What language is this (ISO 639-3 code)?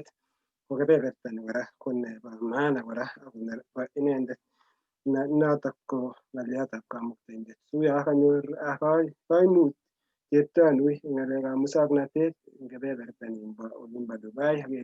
kln